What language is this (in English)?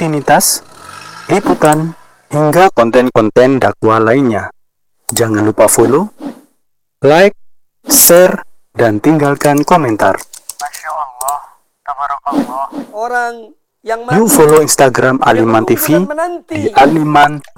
Indonesian